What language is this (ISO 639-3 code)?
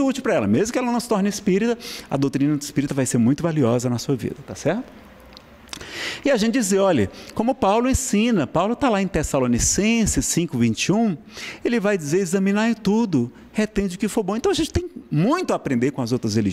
por